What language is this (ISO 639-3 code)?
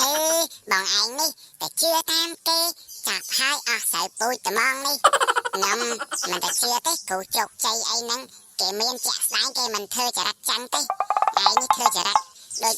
khm